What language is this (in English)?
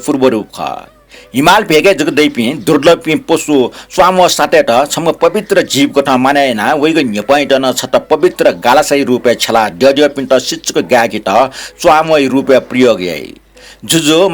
Newari